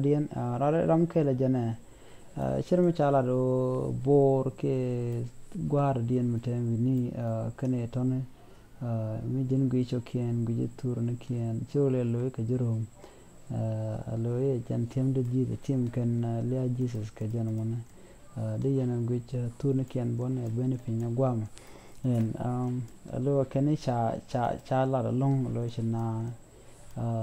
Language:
Nuer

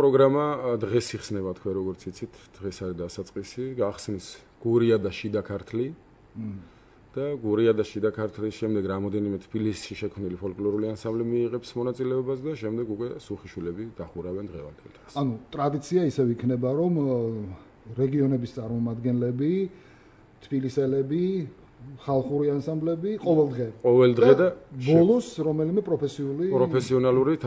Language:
Georgian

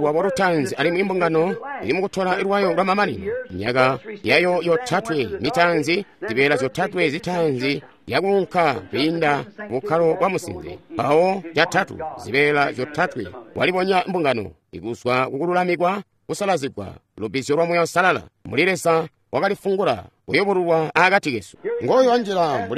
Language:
Tonga (Zambia)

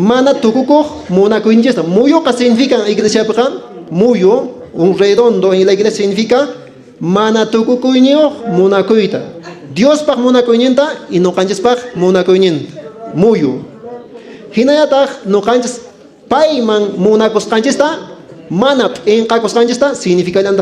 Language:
Quechua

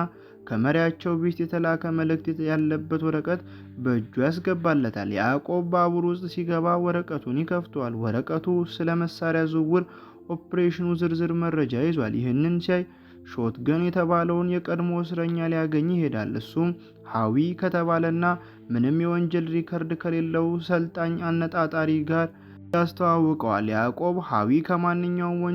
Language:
Amharic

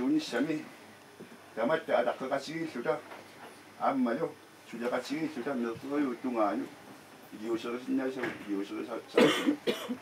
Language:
Kalaallisut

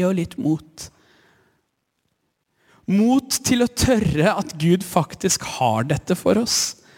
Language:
Norwegian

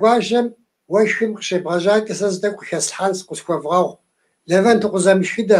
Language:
Kabardian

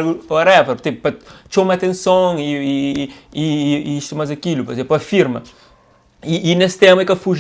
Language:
Kabuverdianu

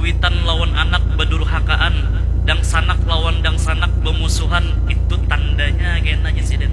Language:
Banjar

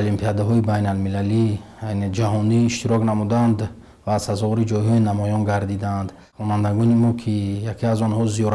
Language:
Tajik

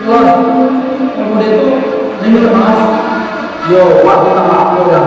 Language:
Minangkabau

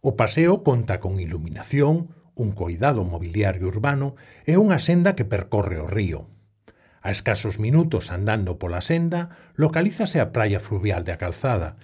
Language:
Galician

